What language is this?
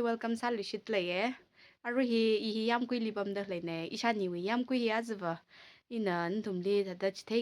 Tangkhul Naga (India)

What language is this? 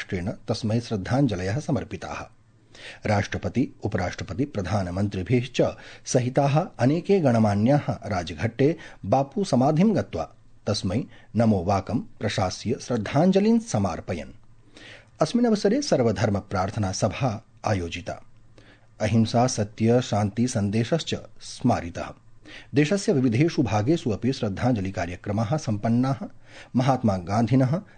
Sanskrit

